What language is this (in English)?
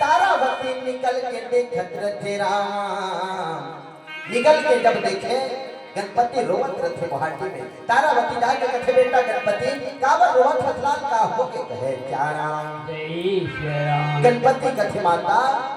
Chhattisgarhi